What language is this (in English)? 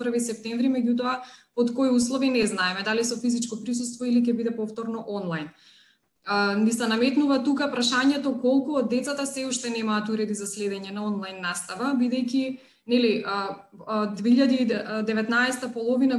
Macedonian